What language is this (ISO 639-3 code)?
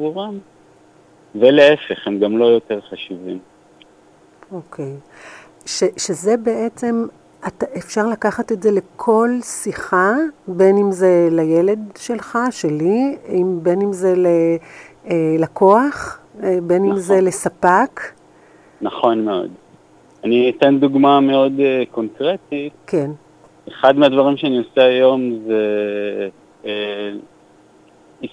heb